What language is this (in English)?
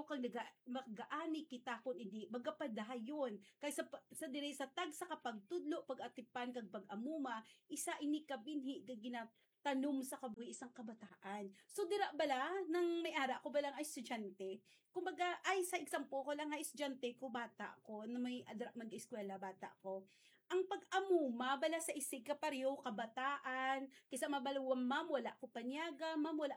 Hiligaynon